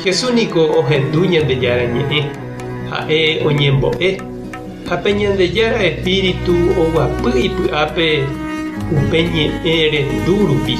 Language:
Guarani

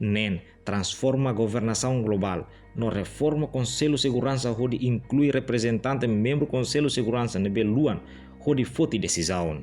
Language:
Tetum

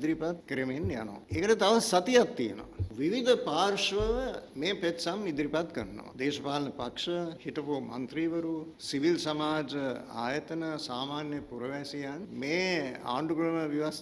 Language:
Sinhala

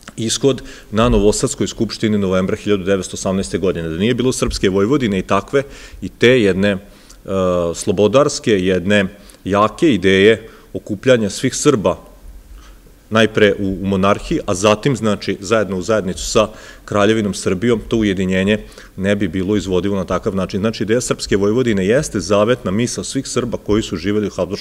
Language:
Serbian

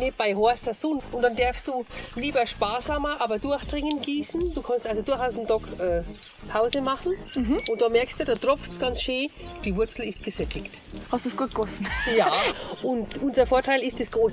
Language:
Bavarian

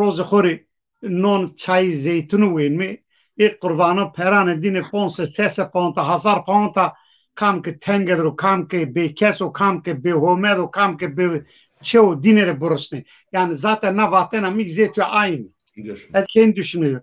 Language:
Zaza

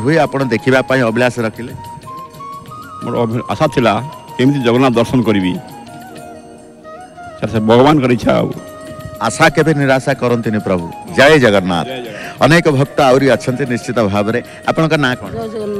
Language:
Odia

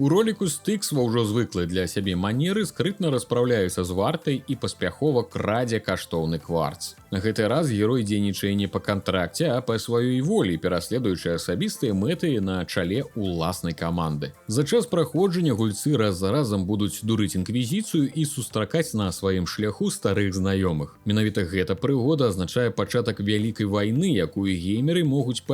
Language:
Belarusian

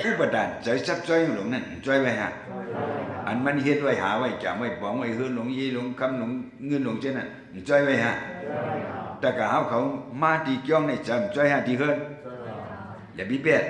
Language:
Shan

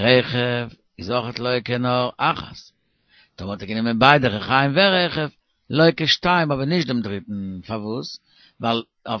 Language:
Yiddish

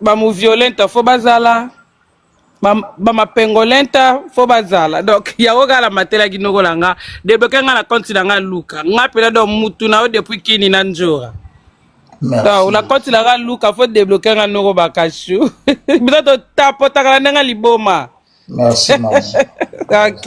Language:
Lingala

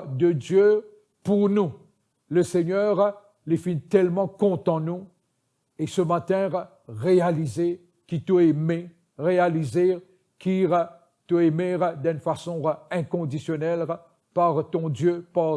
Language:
Morisyen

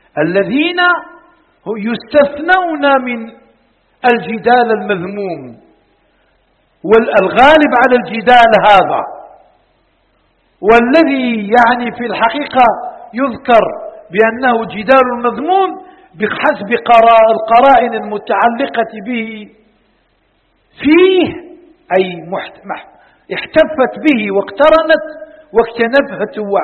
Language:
Arabic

